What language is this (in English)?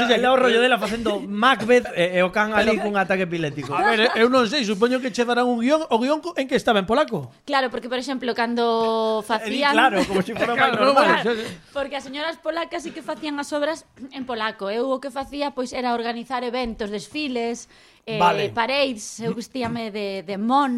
Galician